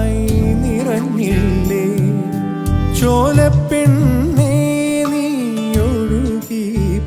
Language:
Malayalam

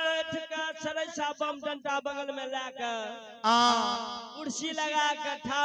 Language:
Maithili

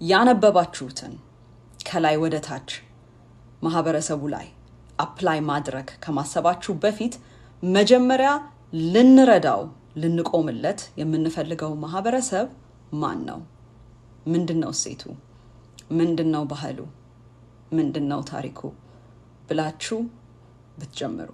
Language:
Amharic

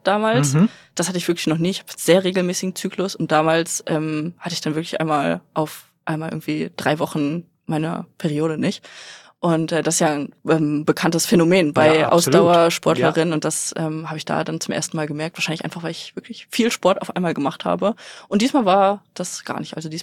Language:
German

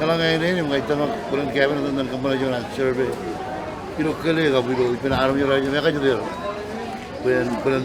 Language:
Marshallese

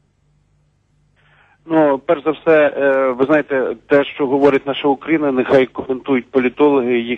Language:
Ukrainian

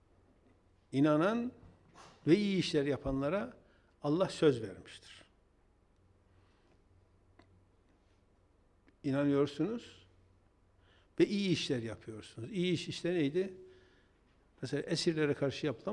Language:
Turkish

